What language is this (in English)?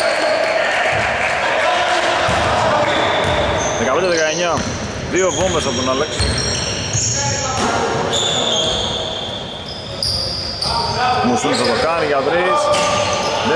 Greek